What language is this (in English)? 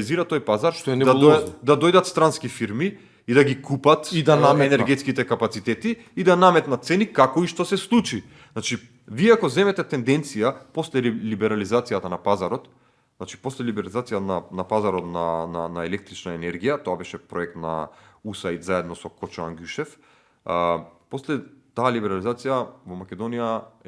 Macedonian